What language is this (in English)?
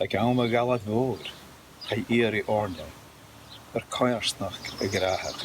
Scottish Gaelic